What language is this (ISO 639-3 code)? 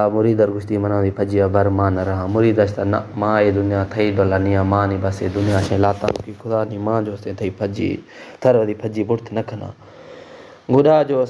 bal